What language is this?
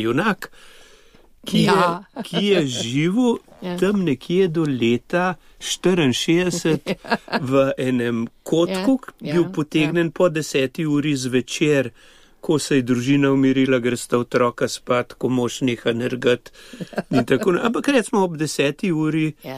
Slovenian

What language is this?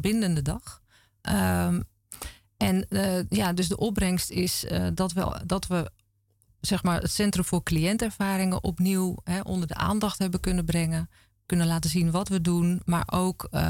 Dutch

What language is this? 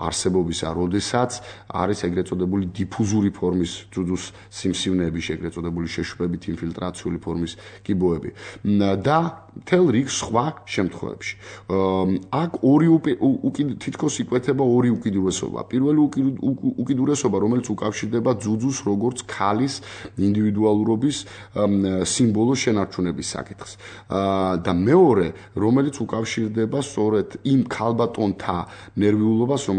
Georgian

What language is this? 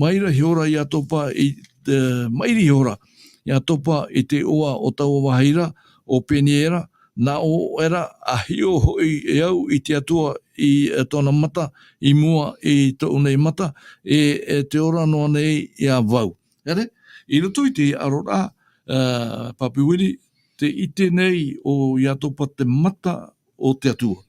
Tahitian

